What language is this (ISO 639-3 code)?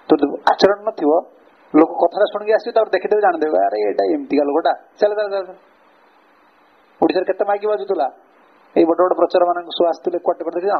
ori